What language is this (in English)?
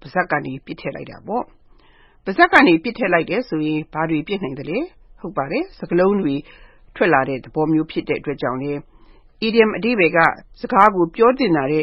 Burmese